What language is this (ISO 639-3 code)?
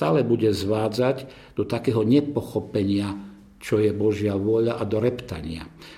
slk